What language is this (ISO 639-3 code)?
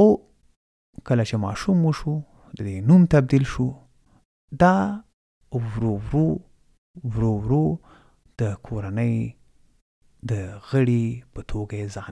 pus